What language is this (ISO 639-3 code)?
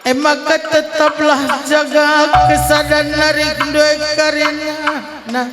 btx